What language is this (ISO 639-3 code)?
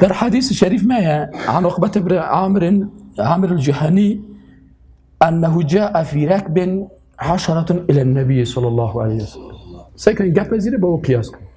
fas